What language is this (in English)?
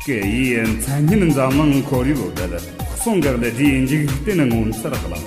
Tibetan